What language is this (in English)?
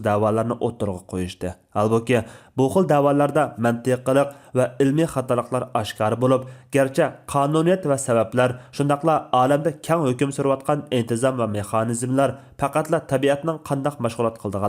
Uyghur